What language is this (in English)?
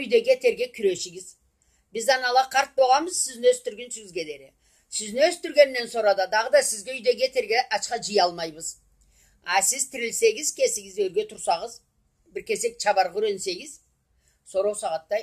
Karachay-Balkar